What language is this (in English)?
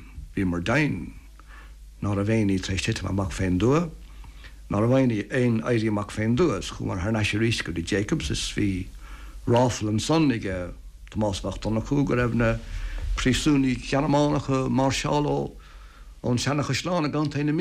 Irish